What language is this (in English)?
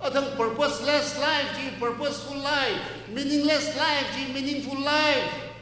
Tangkhul Naga (India)